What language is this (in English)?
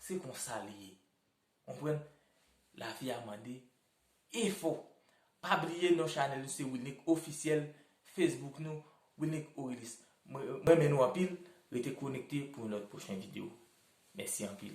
Haitian Creole